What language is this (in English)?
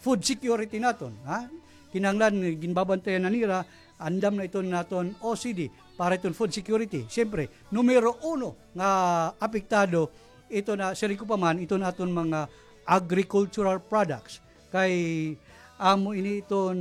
Waray